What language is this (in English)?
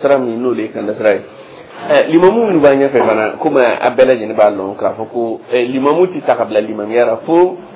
Dyula